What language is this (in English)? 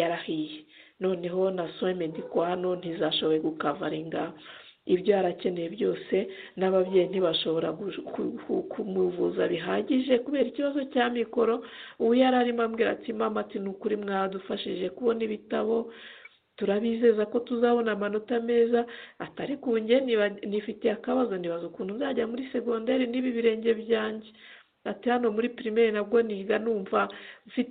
Kinyarwanda